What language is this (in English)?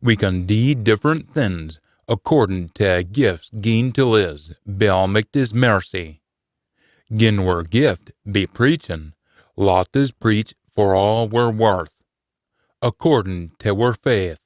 Scots